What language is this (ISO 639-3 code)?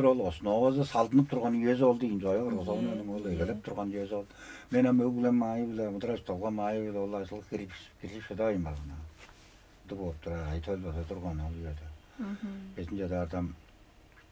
tyv